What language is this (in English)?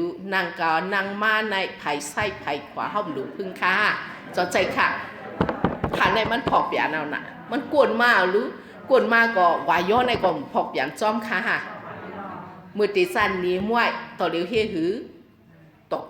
Shan